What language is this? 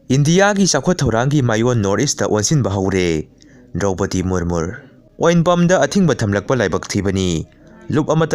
Manipuri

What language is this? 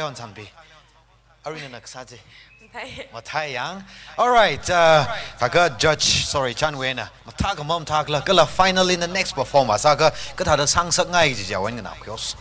Tangkhul Naga (India)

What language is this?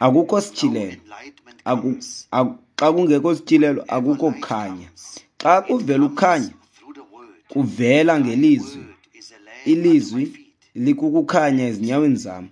Xhosa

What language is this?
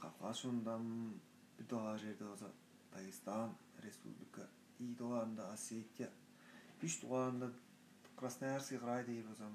Tuvinian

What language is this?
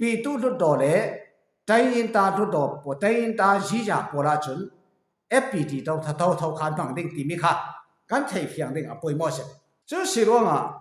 Falam Chin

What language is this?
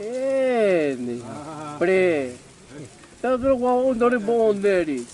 Xavánte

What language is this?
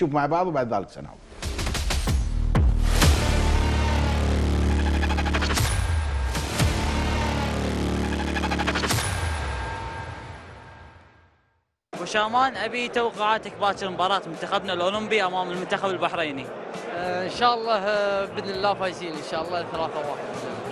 Gulf Arabic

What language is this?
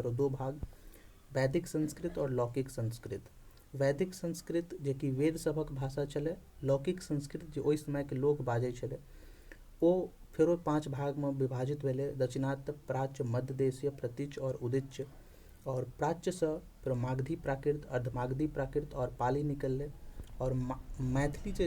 Maithili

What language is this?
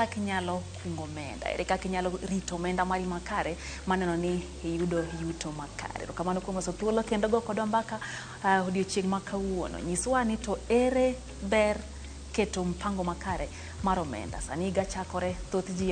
Luo (Kenya and Tanzania)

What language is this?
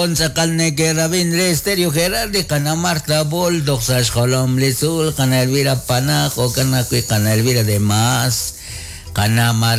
Kekchí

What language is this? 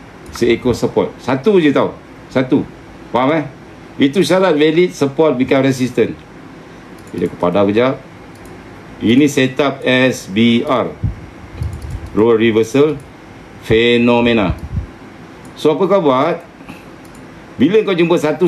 Malay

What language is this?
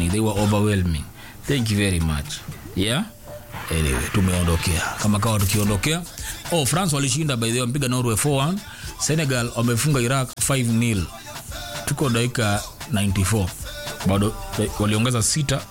Swahili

